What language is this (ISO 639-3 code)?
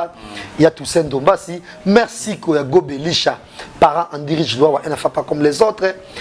lin